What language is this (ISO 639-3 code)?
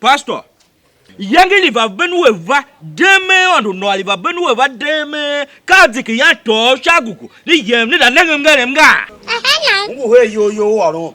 tiv